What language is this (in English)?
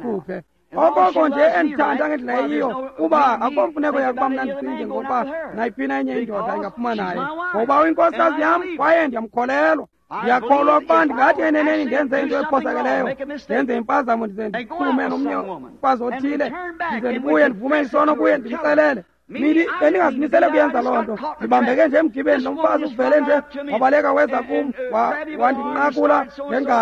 Xhosa